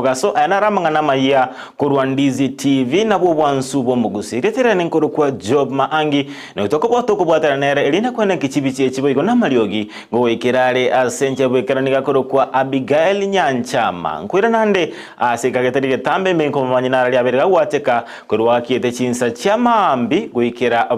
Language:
Gusii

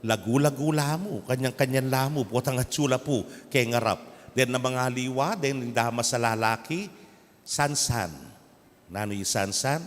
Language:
Pampanga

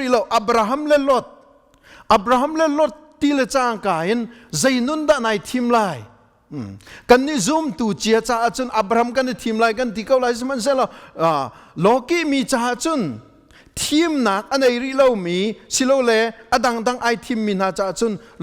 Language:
Hakha Chin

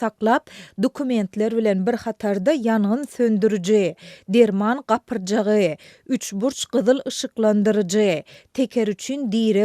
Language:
Turkmen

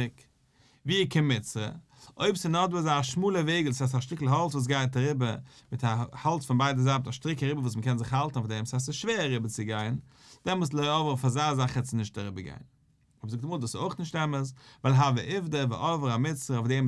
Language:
Yiddish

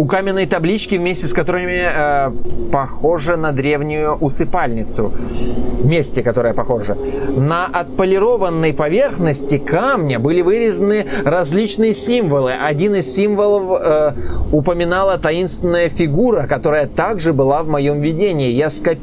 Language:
Russian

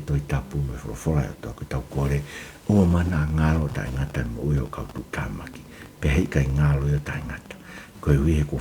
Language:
Tongan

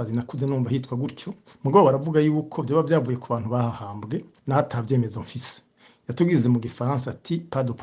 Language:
Rundi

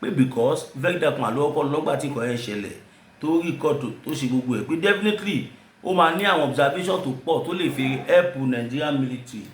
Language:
Yoruba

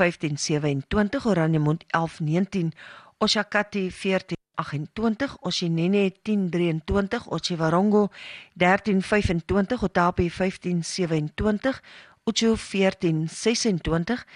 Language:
Afrikaans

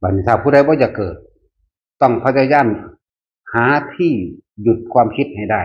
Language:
Northeastern Thai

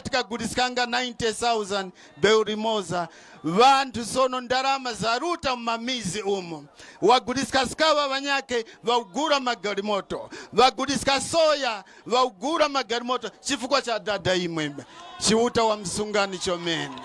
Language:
Nyanja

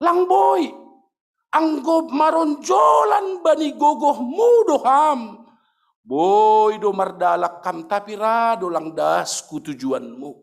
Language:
Batak Simalungun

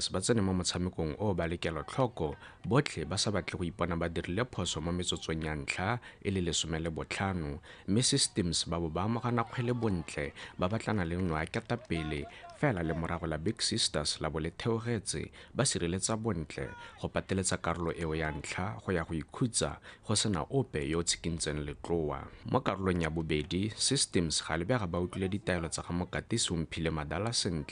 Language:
Tswana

